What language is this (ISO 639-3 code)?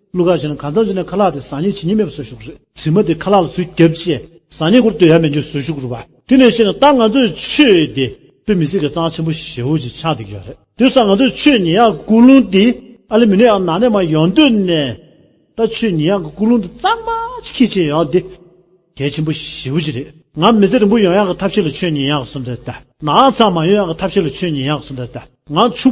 bod